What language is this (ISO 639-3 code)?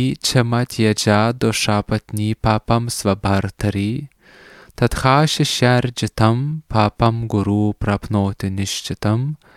lit